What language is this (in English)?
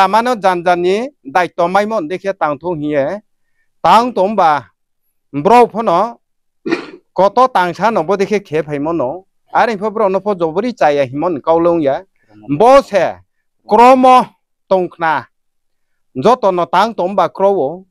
Riang (India)